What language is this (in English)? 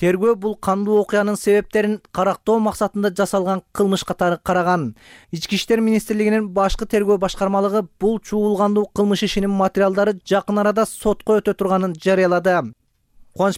Kyrgyz